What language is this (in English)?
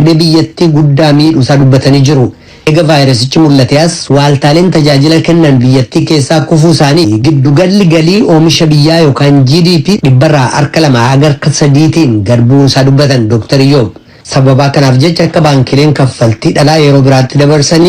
Oromo